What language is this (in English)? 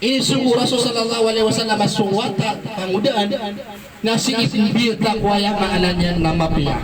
Maranao